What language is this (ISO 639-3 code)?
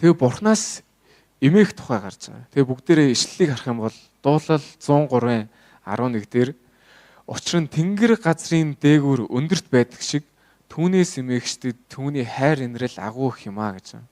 mon